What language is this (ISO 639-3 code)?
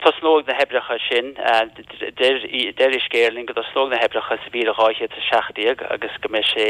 gle